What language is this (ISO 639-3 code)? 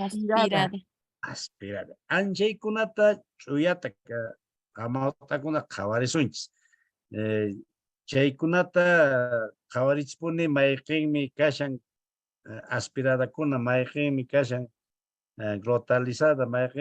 que